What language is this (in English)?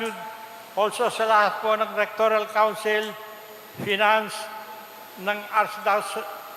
Pampanga